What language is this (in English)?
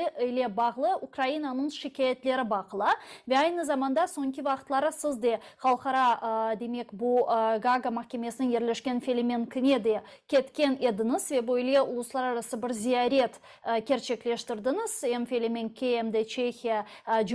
Crimean Tatar